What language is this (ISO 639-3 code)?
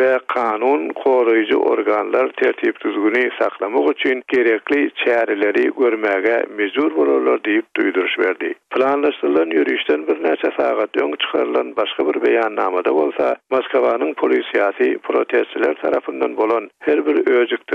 tuk